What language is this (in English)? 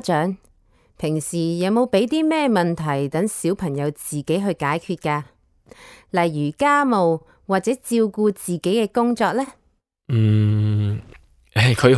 Cantonese